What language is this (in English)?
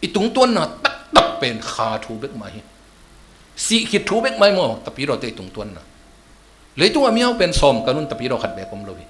Tedim Chin